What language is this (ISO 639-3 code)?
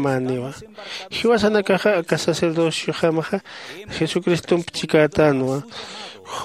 aym